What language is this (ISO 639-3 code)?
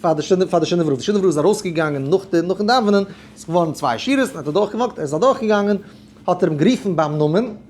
yid